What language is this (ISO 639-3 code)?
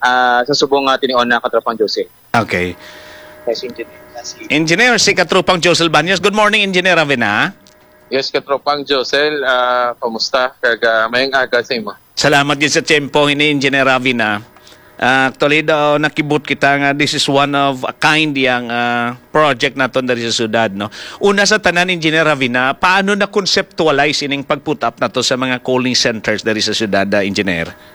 hil